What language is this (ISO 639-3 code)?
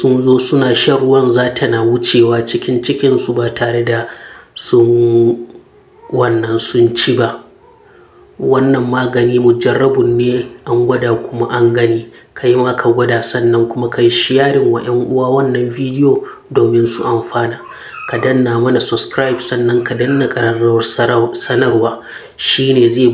hau